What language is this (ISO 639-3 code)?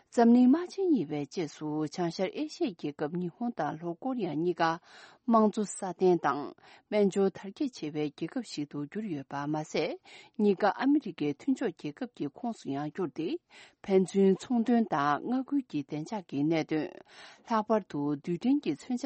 bod